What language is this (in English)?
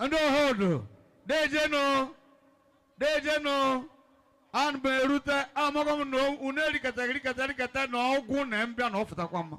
Igbo